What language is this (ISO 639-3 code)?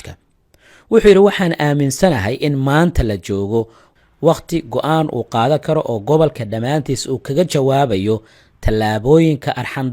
som